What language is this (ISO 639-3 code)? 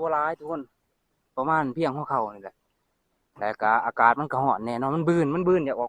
lao